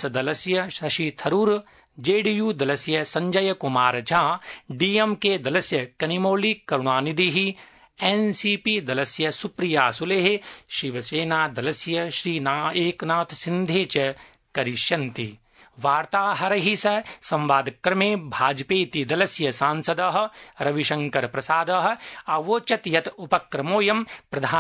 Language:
Sanskrit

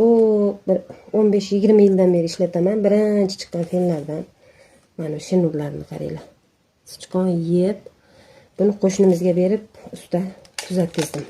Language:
Uzbek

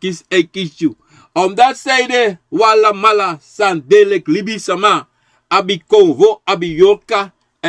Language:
Sranan Tongo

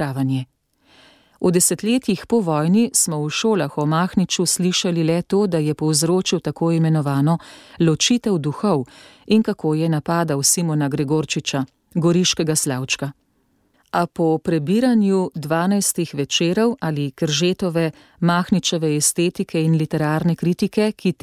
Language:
Slovenian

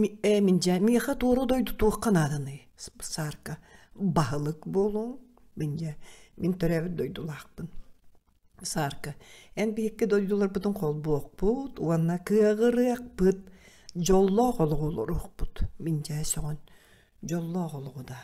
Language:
Yakut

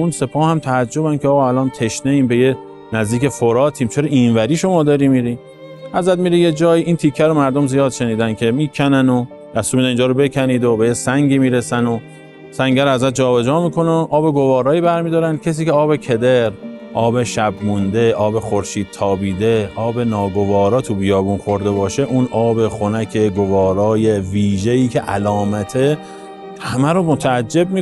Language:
Persian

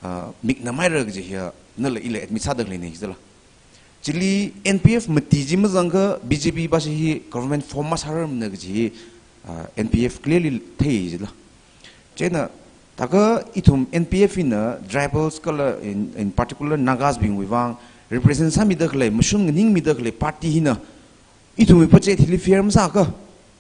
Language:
Tangkhul Naga (India)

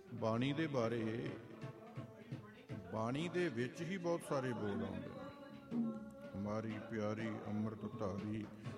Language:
Punjabi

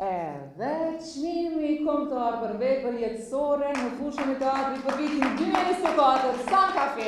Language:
Albanian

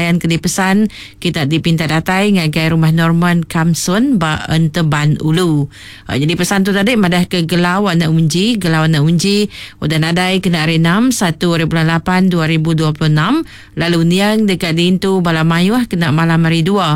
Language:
Iban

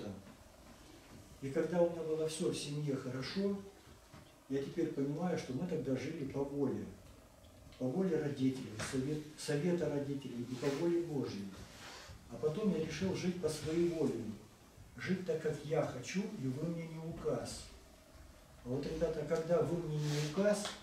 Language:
Russian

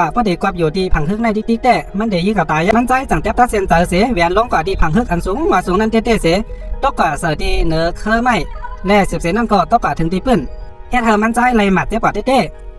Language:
Shan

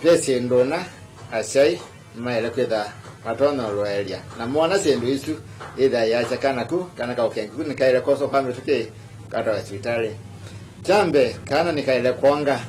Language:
Kamba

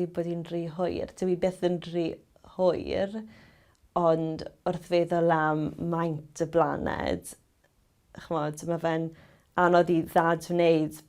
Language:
Welsh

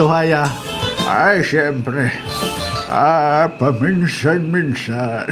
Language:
Waray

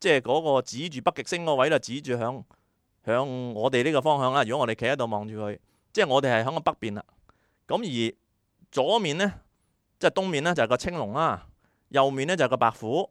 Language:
Cantonese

